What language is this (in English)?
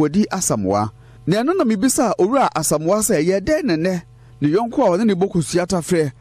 Akan